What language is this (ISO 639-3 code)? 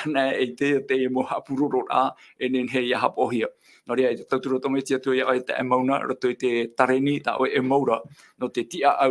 tah